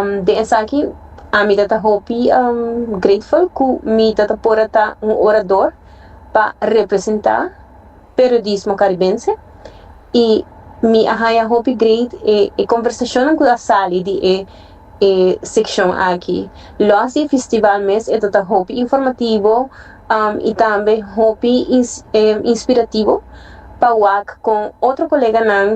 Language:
Papiamento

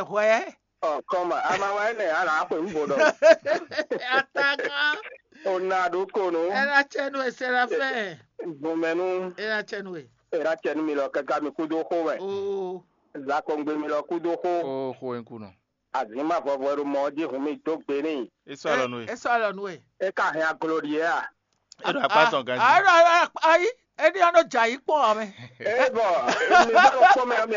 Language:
Fon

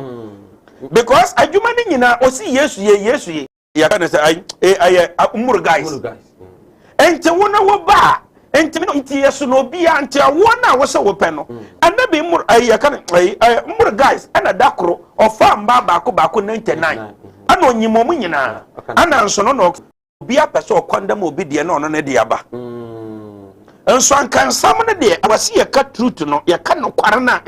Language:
Akan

